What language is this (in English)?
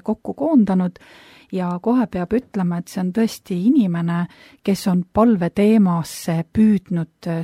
Estonian